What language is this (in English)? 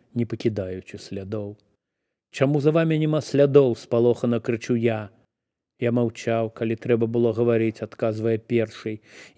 Belarusian